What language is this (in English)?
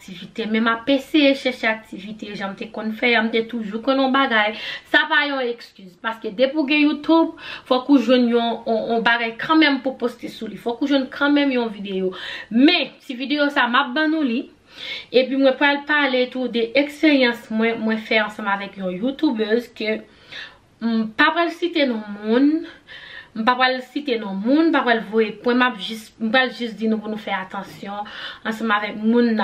Haitian Creole